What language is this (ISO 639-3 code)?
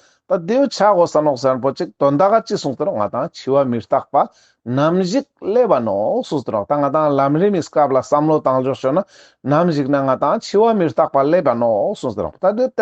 lbj